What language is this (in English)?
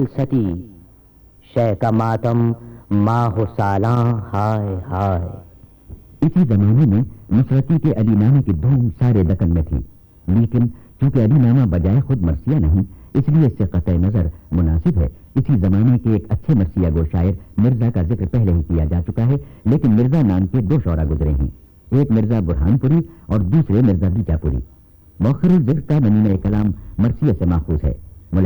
Urdu